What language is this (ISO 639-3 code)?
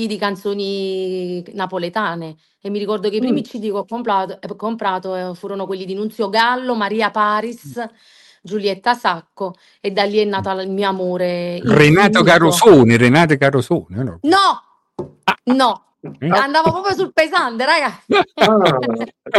ita